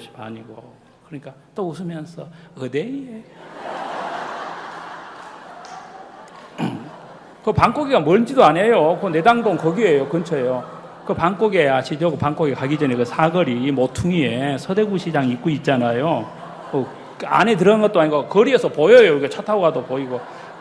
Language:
Korean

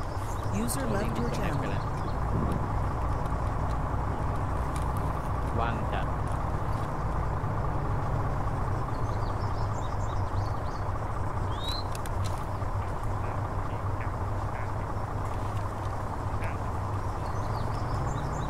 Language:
Thai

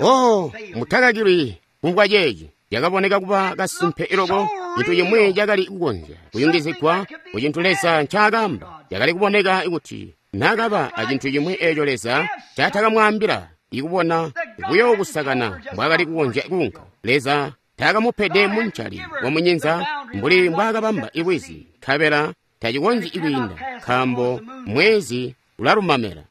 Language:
Tonga (Zambia)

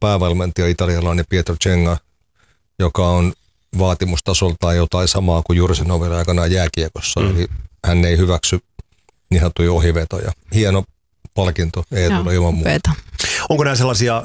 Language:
Finnish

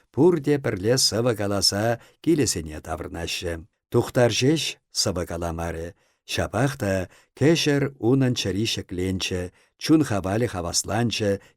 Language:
Chuvash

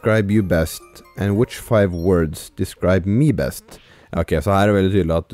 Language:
Norwegian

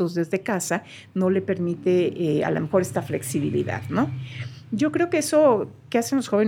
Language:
Spanish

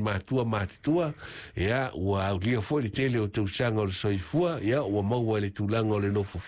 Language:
Samoan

